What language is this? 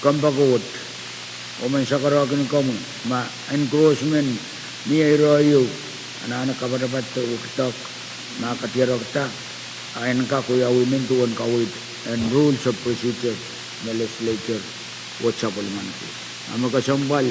Pohnpeian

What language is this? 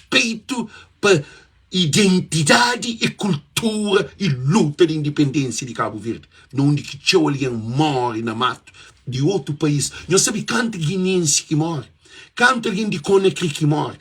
Kabuverdianu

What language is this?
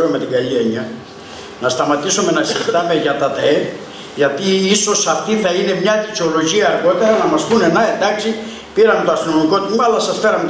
Greek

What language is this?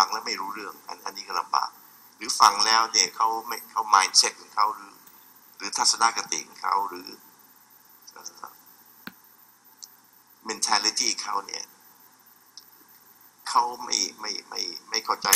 Thai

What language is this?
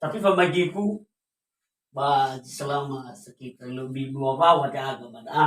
Nias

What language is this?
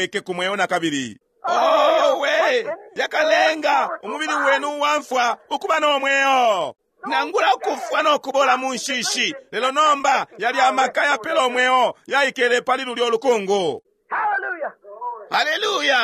Bemba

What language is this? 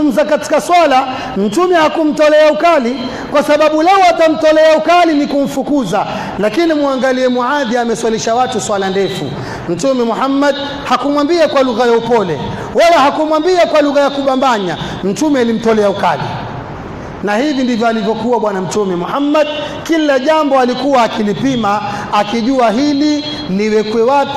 Swahili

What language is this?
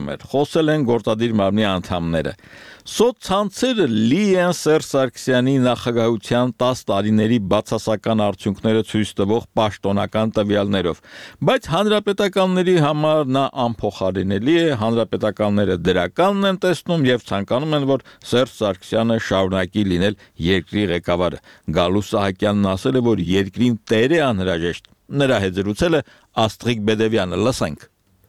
Armenian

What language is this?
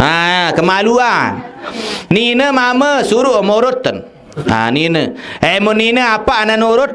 Sasak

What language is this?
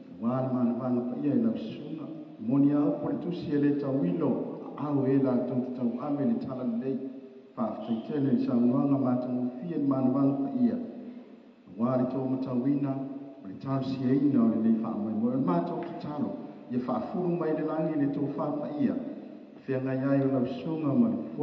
Samoan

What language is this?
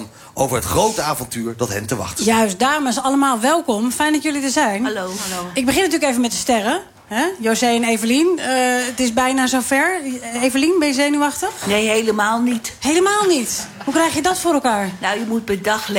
Dutch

